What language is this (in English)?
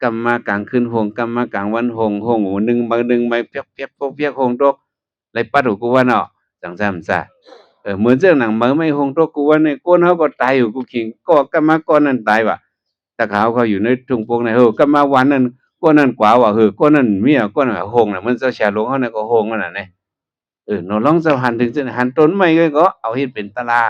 Shan